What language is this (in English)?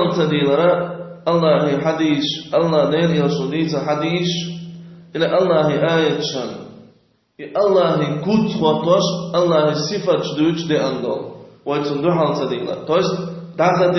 Chechen